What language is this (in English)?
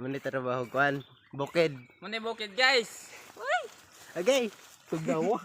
Cebuano